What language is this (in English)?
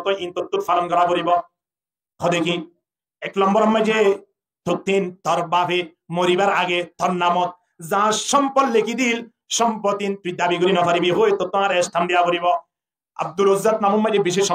Rohingya